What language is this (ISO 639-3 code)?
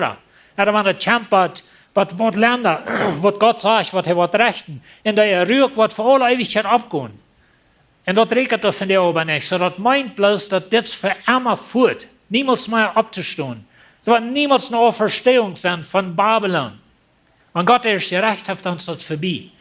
pdt